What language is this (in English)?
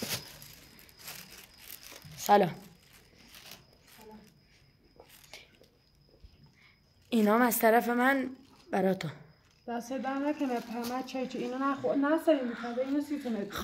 Persian